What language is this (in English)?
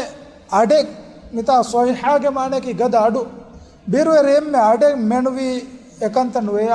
Divehi